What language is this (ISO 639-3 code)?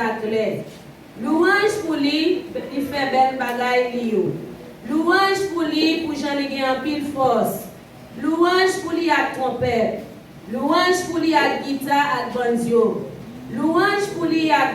hat